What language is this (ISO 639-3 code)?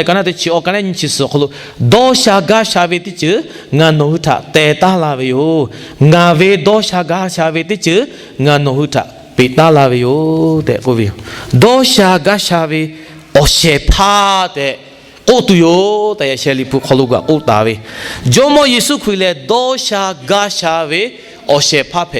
lhu